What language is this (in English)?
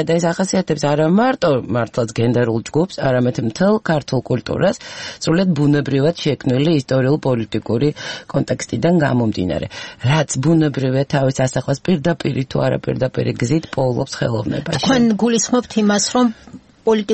Georgian